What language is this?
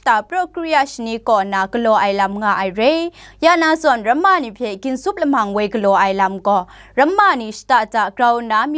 Kachin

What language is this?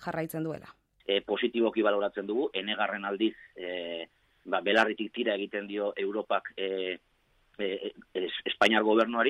Basque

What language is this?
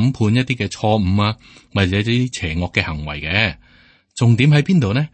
Cantonese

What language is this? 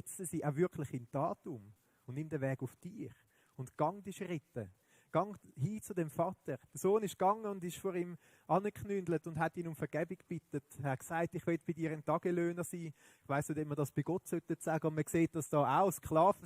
Swiss German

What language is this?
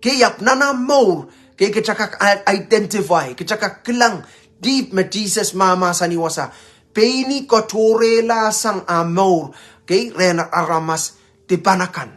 Pohnpeian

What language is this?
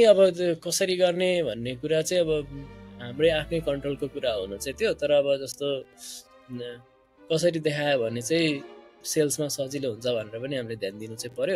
Nepali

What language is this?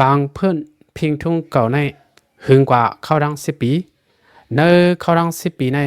Lao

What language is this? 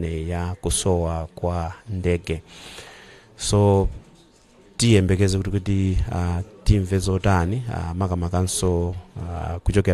Nyanja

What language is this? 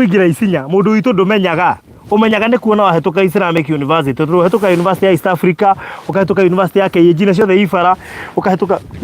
Kikuyu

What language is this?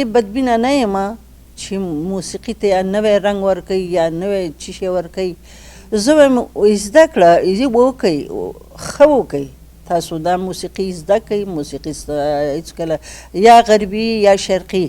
Pashto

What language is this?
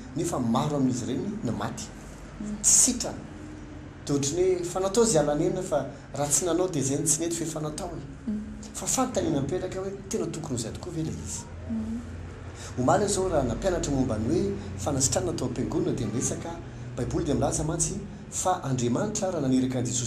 Malagasy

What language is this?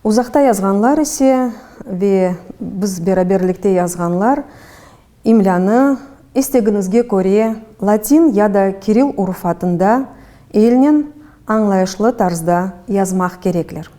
Crimean Tatar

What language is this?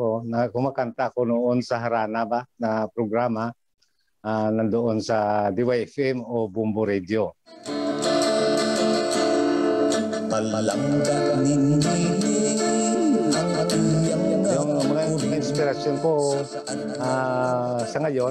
Filipino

